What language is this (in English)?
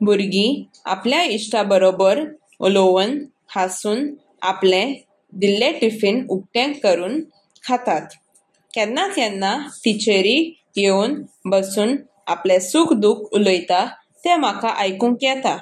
Konkani